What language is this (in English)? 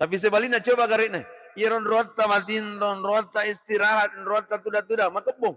Buginese